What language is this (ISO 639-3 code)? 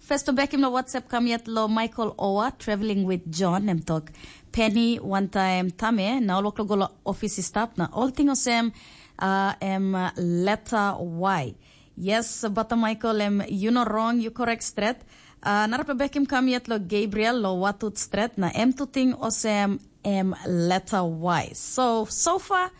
tpi